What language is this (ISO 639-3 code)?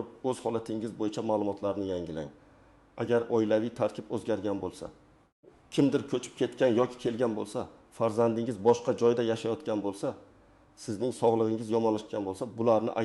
uzb